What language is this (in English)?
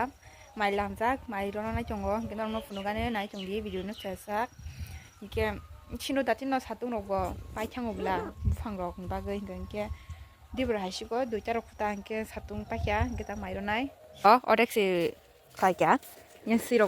Kok Borok